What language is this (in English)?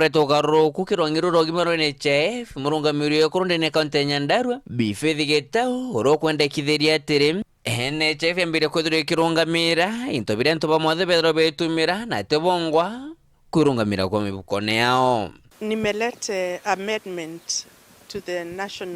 Meru